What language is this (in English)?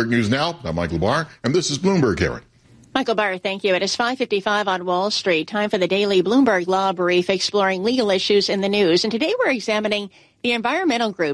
English